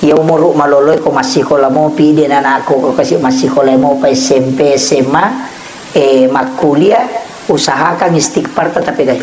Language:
Buginese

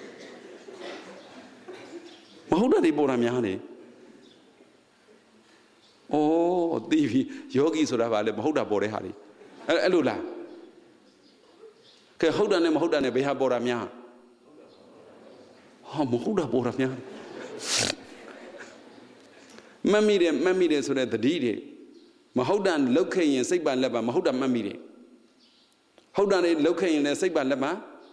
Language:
Burmese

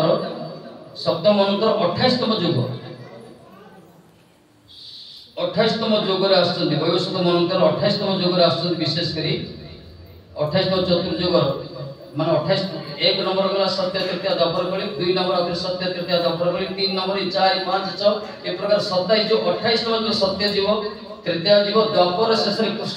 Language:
Odia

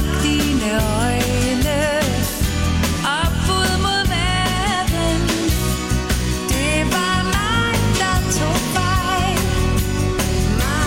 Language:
Danish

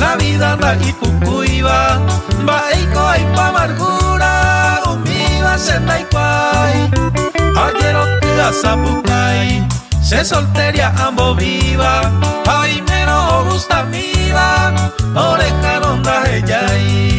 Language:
Guarani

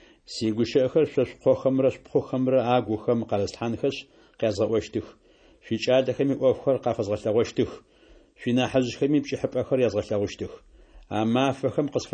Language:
Adyghe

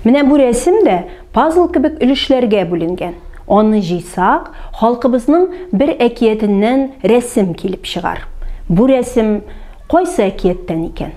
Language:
Tatar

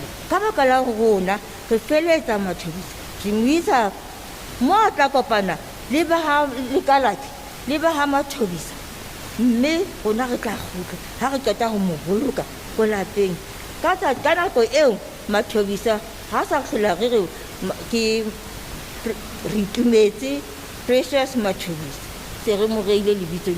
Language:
Southern Sotho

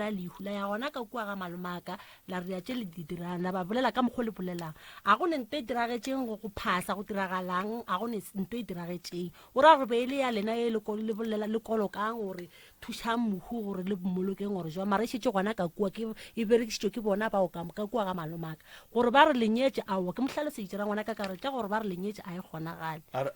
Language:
Northern Sotho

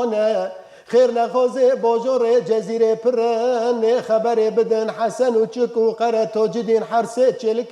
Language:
Kurdish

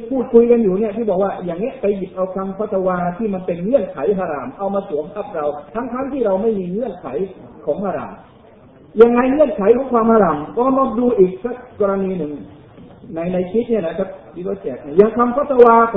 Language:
Thai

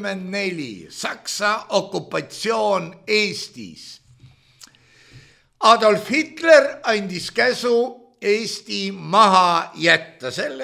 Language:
Estonian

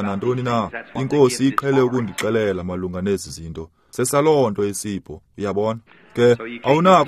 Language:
Xhosa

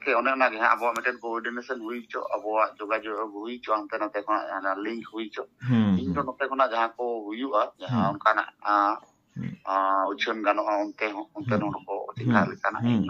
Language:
Santali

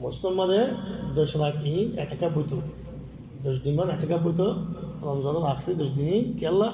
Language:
Rohingya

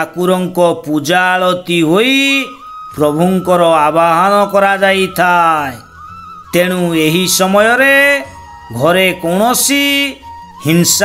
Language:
Odia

